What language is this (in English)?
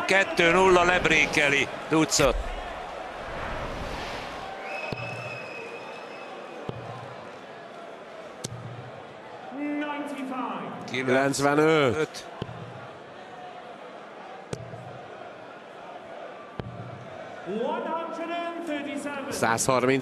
Hungarian